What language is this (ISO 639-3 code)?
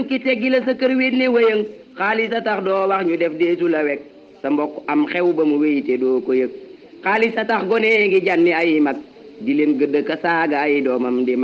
wol